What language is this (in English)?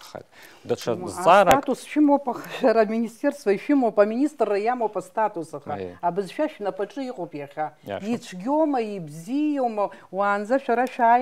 Abkhazian